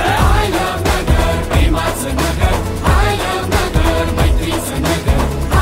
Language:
Marathi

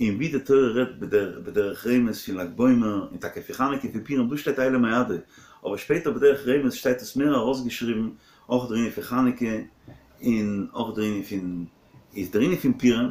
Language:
Yiddish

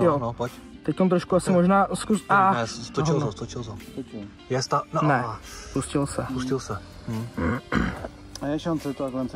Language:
Czech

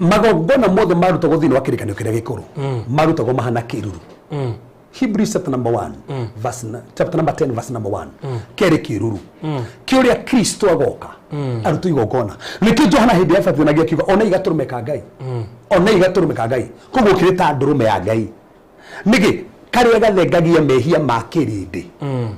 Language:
Kikuyu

